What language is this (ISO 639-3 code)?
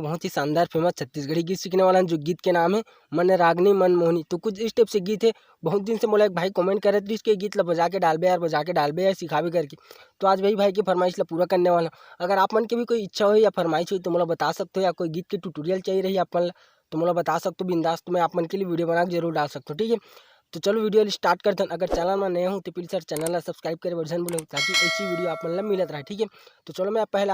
hne